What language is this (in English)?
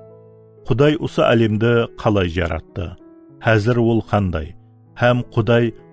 Kara-Kalpak